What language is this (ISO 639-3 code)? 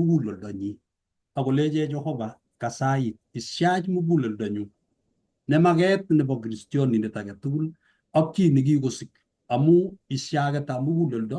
kln